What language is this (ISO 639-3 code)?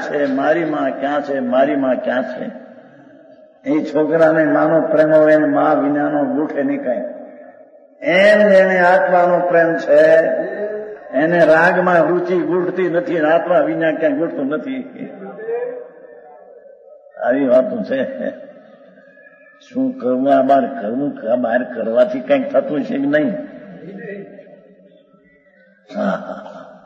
guj